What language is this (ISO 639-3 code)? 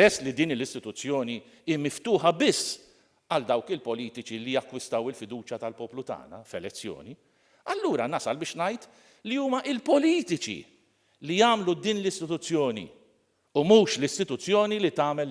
mlt